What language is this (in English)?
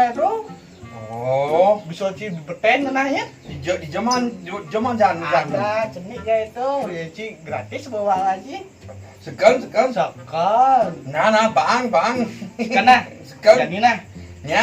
Balinese